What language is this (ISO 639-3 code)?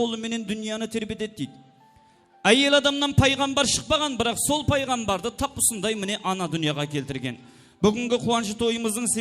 kaa